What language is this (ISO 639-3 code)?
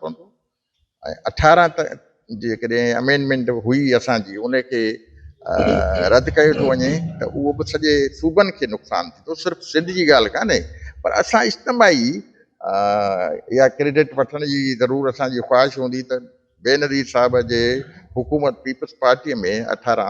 snd